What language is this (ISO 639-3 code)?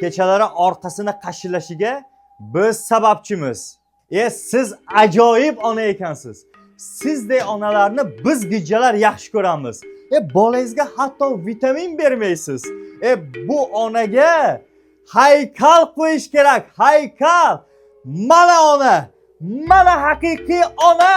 uzb